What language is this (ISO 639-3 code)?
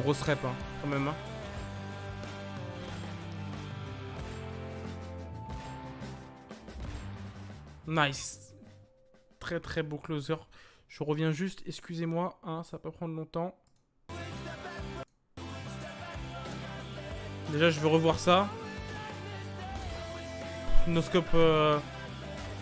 fra